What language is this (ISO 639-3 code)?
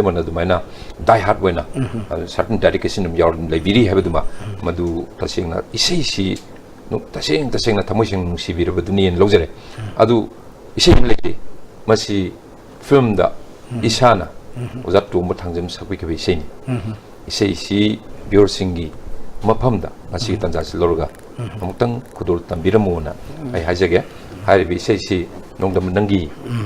mni